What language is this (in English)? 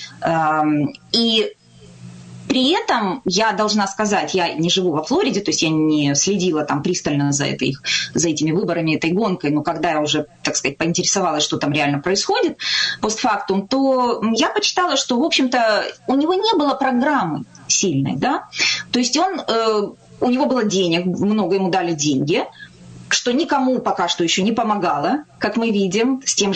Russian